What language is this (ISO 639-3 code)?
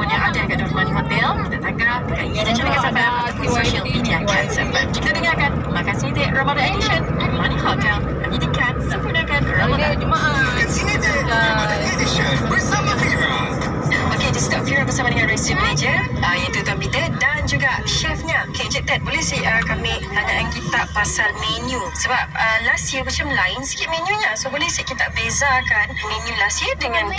msa